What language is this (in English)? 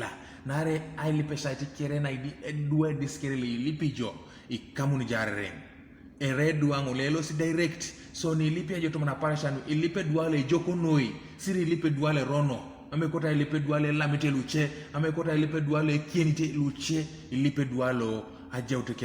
Teso